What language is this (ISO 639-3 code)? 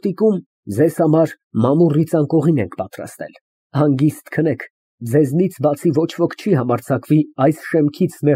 hye